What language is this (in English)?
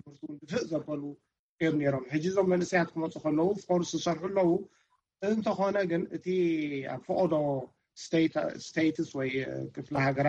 Tigrinya